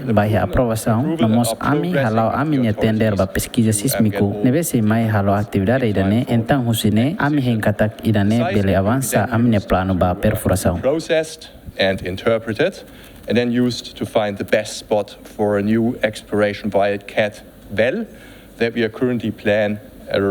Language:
Tetum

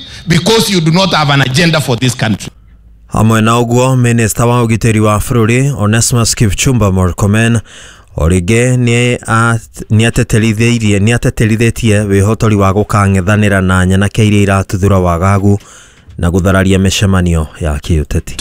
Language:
Kikuyu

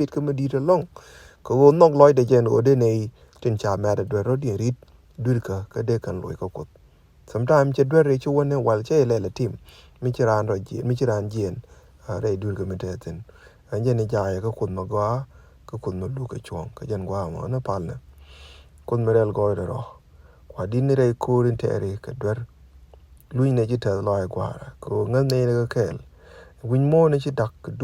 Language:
Nuer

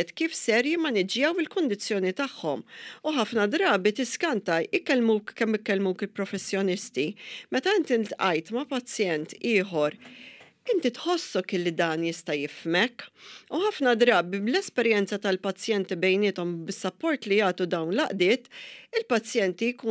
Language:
Maltese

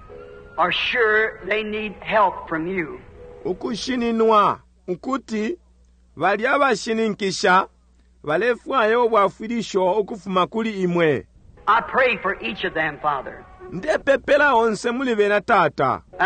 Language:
Bemba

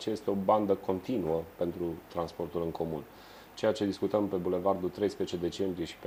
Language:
Romanian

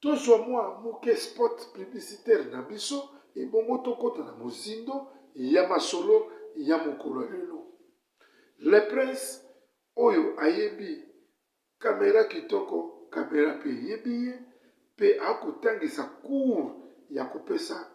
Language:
Lingala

